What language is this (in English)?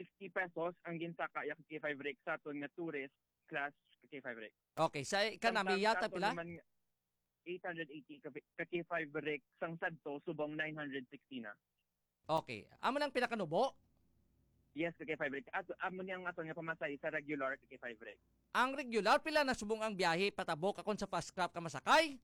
Hiligaynon